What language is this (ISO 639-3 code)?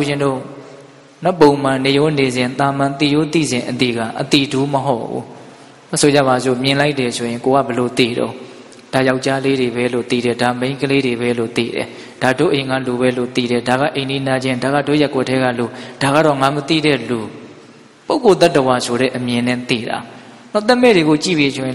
mya